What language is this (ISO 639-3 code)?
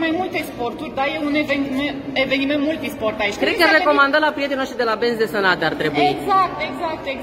ron